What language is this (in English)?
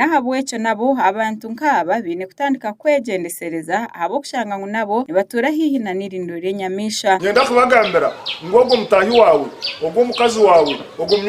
Nyankole